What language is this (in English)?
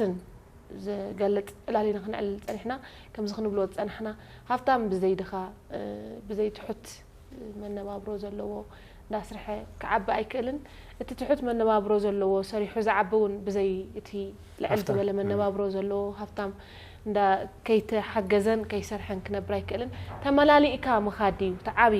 Tigrinya